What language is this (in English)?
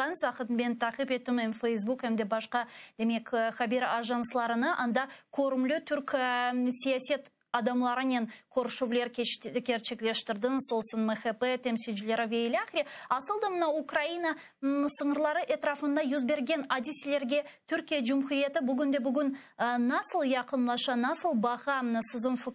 Crimean Tatar